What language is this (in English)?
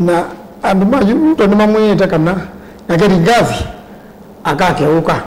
Kamba